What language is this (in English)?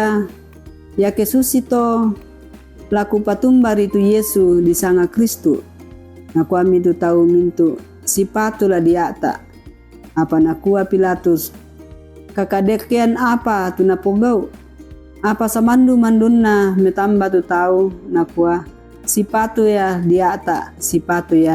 Toraja-Sa'dan